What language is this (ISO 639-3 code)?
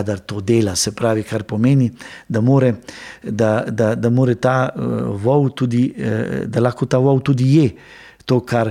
slv